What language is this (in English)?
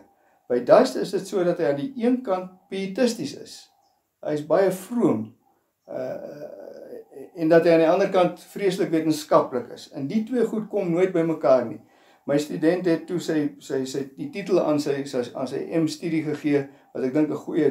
Afrikaans